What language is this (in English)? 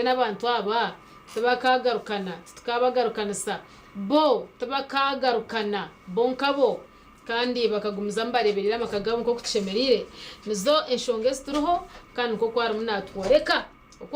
Nyankole